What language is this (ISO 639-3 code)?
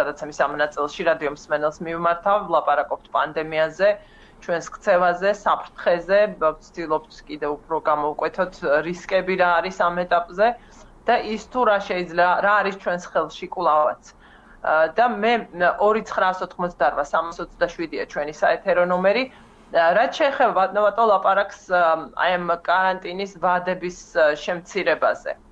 kat